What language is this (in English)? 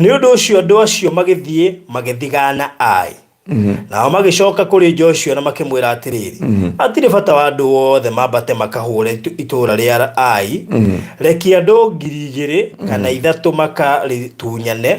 Kikuyu